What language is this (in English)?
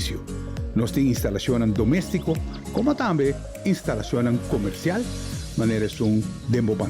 Papiamento